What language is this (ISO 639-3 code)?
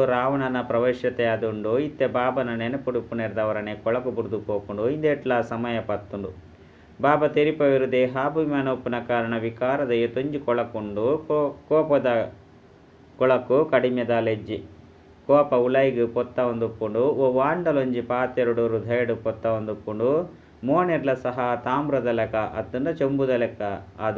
tcy